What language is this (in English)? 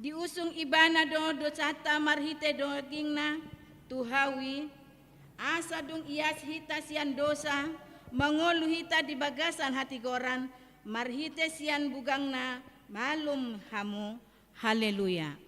Batak Toba